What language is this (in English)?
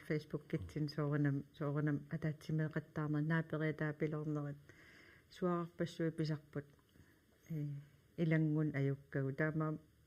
Kalaallisut